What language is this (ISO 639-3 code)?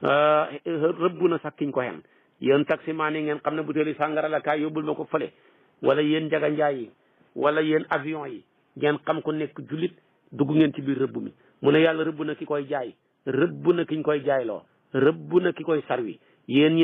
wol